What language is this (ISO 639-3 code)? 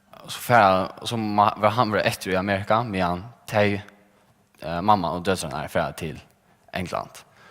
fao